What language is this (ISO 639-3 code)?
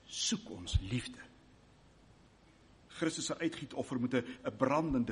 afr